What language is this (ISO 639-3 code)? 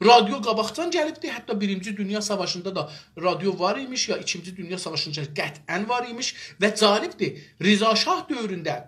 azb